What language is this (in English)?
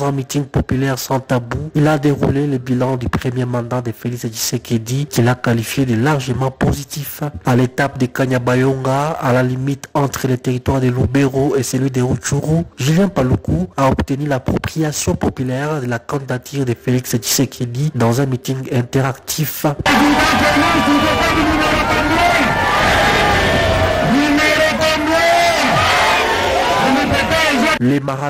French